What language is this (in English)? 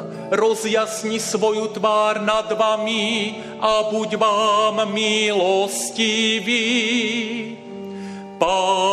Slovak